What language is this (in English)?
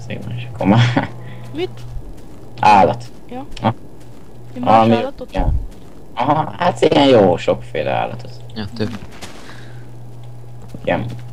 Hungarian